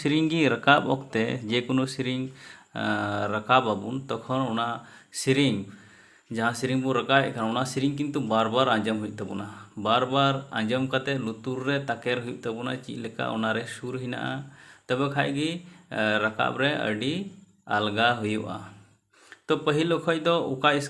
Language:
Santali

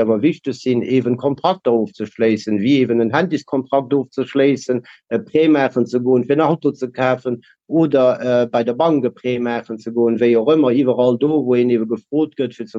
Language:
Luxembourgish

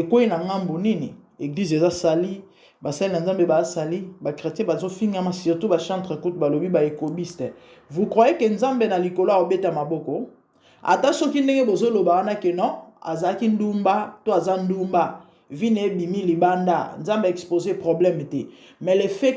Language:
Lingala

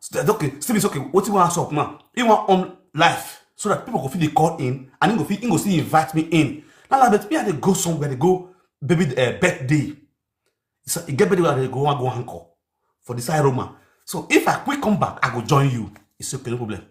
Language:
Nigerian Pidgin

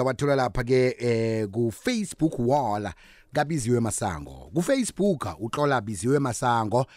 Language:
South Ndebele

